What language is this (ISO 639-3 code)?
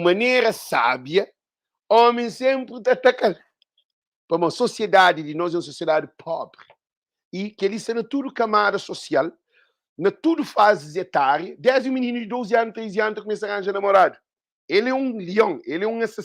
kea